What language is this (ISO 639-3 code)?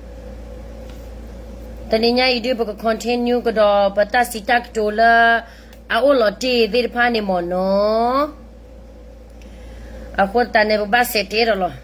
ksw